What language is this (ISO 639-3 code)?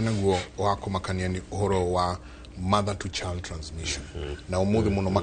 kik